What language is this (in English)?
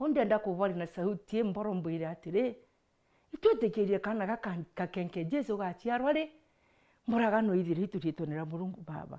Meru